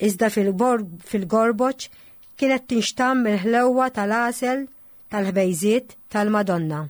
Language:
Maltese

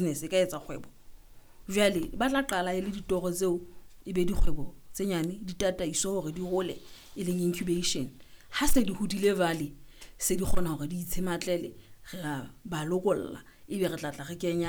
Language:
Southern Sotho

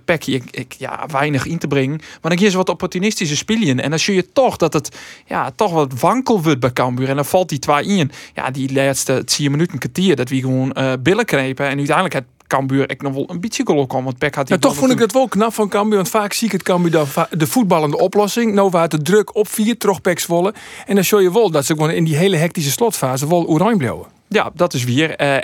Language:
Western Frisian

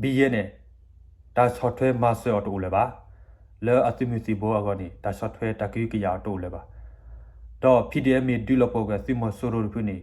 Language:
S'gaw Karen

